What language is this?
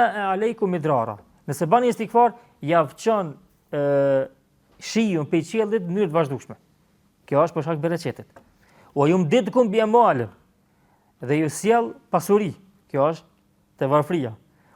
Albanian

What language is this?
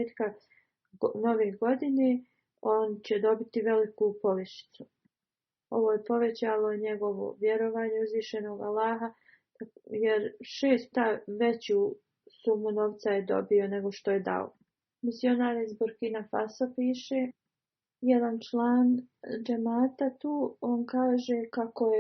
Bosnian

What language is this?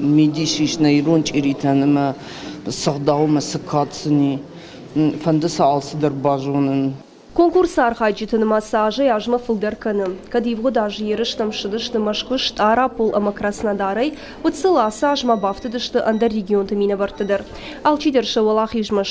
Ossetic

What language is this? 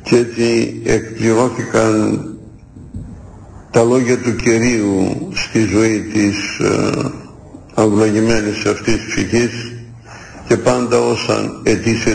Greek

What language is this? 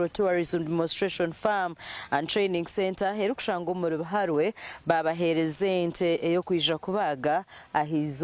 Nyankole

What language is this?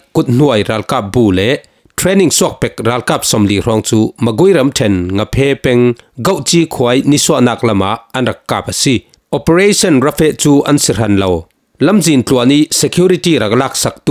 Falam Chin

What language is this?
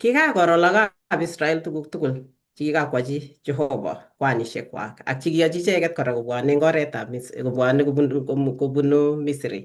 Kalenjin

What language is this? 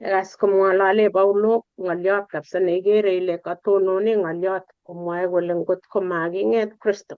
Kalenjin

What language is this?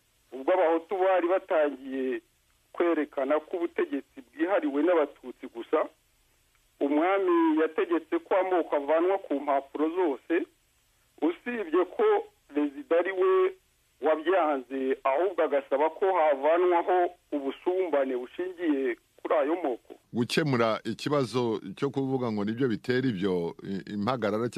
Kinyarwanda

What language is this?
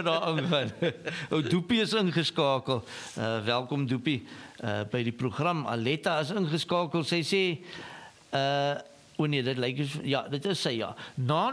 Afrikaans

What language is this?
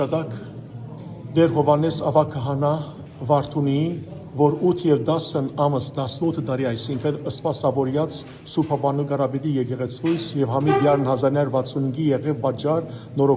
Western Armenian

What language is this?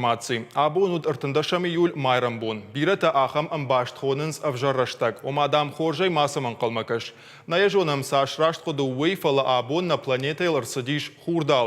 Ossetic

